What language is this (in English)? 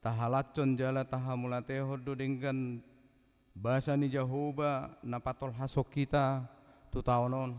Batak Toba